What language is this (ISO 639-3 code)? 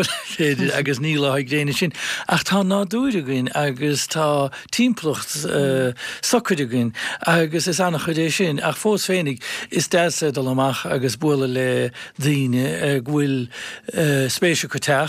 gle